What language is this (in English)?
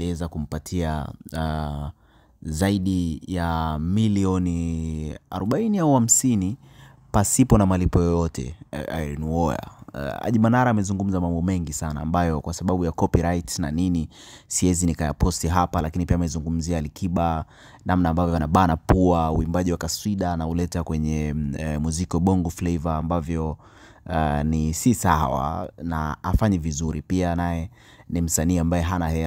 Swahili